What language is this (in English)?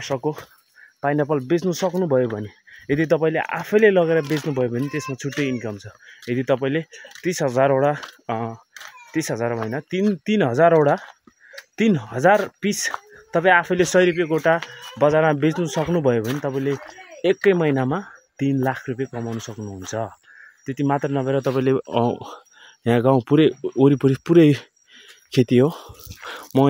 Nepali